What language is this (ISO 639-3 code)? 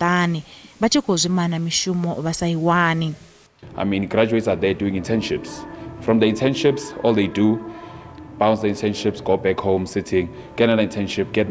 ven